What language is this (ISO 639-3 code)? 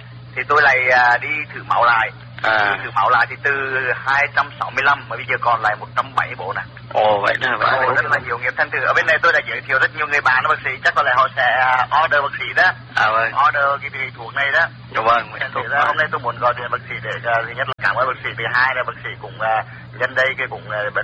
vie